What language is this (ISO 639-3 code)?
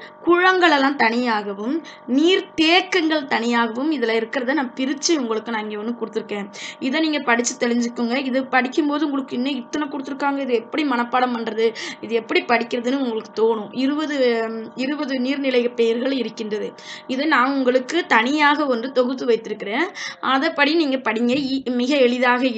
tam